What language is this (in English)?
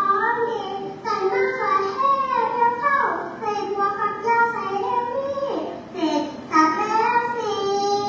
Thai